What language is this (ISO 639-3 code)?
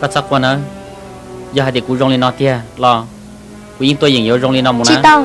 hmn